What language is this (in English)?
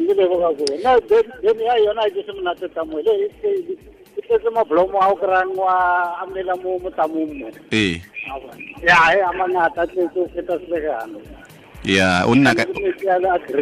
Tswana